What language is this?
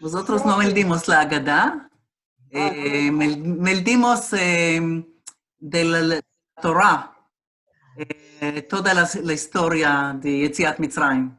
Ladino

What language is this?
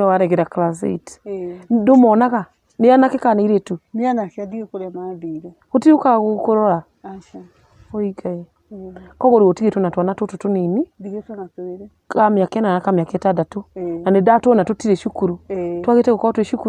Kikuyu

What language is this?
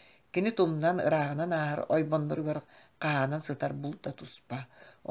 Yakut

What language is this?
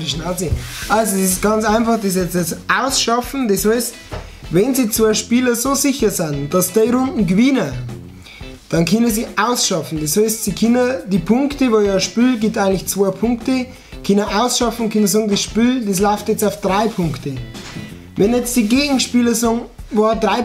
Bavarian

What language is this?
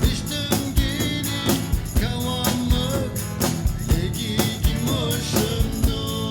Atikamekw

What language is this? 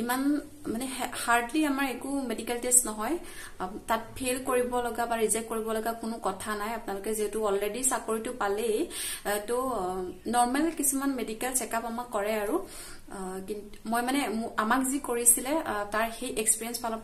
Assamese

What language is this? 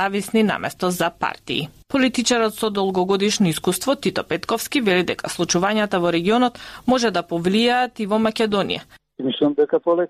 Macedonian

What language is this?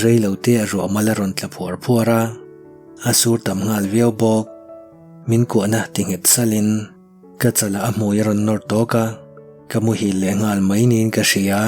Mizo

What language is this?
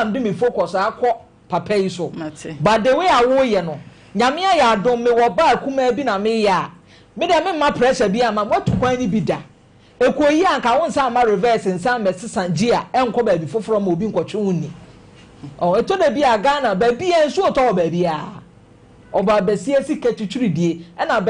Akan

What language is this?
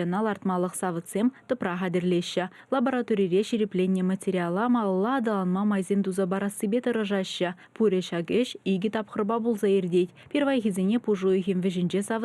Chuvash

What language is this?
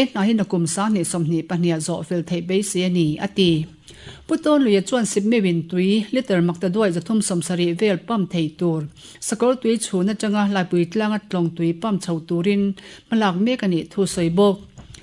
Mizo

